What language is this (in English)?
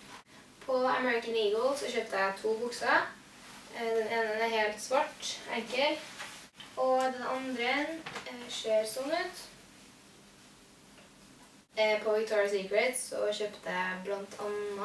Norwegian